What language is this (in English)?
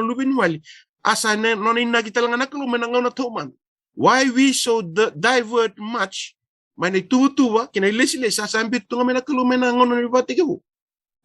Fijian